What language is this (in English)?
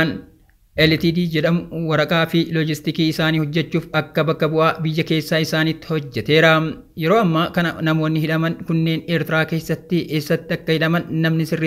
Oromo